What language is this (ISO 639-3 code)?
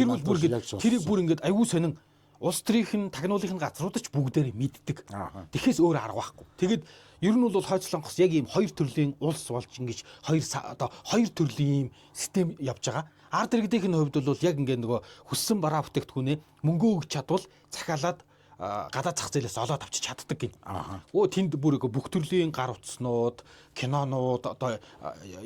mon